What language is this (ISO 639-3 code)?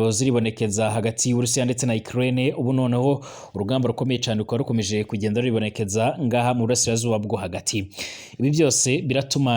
run